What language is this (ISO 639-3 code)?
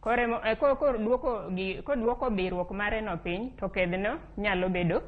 luo